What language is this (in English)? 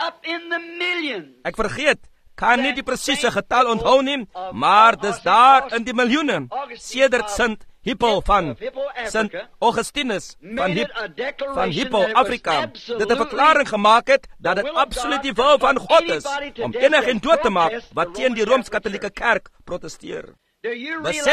Afrikaans